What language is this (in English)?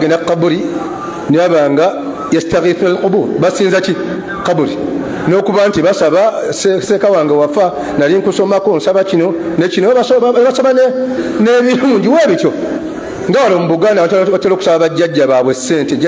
Ganda